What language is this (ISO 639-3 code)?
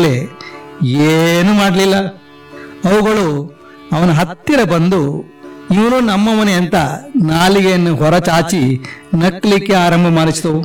kan